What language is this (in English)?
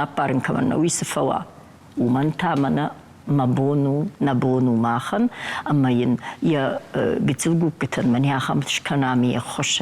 Ossetic